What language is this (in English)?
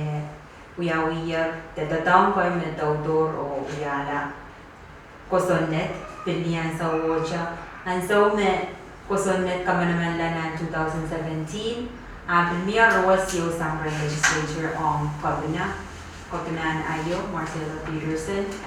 Pohnpeian